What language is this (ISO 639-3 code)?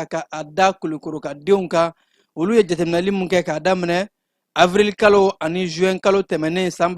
bam